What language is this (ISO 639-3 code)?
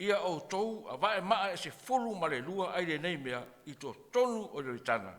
smo